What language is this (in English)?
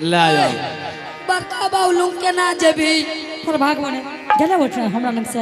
Angika